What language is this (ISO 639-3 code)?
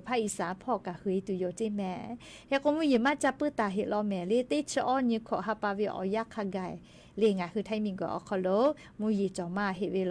lhu